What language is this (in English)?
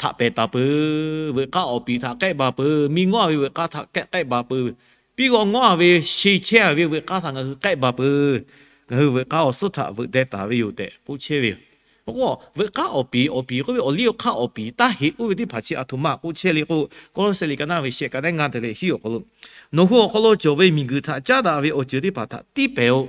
Lahu